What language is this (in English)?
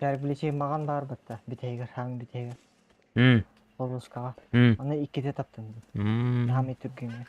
Yakut